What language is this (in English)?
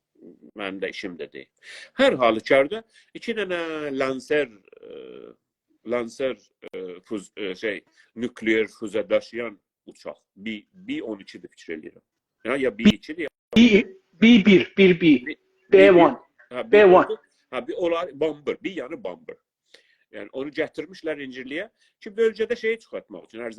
South Azerbaijani